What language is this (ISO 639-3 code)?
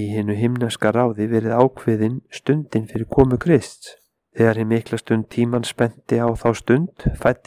isl